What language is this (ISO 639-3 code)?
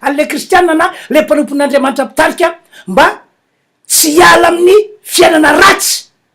mlg